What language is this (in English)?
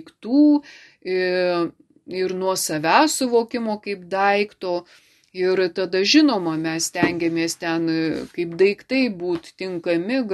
Lithuanian